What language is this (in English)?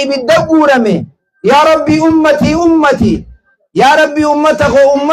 Oromo